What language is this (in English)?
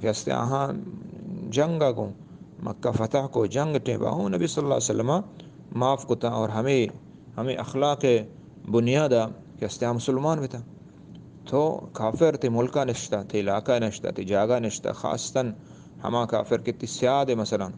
Eastern Balochi